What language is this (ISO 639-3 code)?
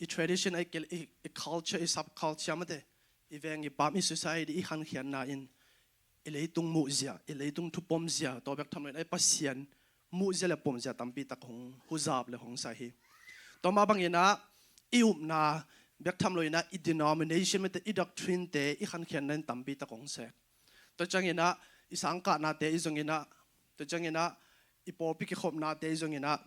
ctd